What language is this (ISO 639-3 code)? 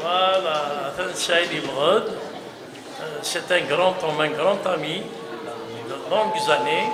kab